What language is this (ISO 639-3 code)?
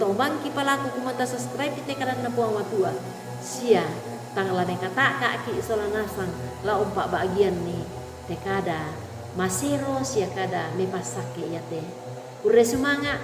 sda